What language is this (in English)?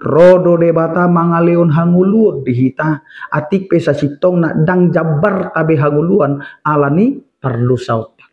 Batak Toba